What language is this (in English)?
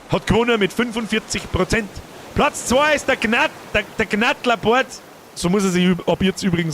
Bavarian